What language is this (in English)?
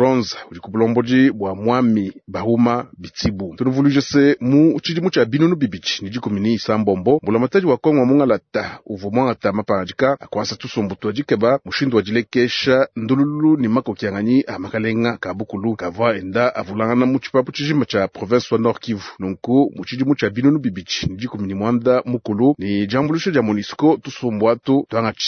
Luba-Lulua